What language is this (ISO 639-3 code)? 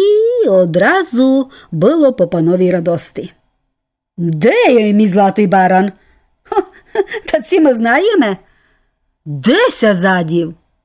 rue